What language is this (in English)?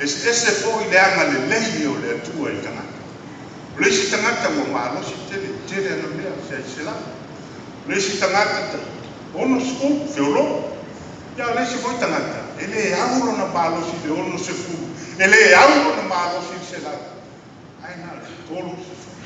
Samoan